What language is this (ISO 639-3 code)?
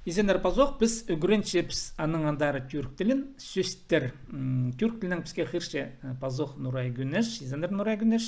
kjh